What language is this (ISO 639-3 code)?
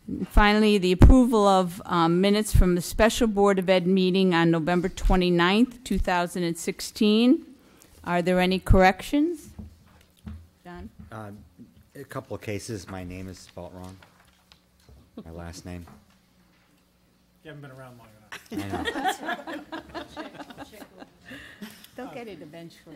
eng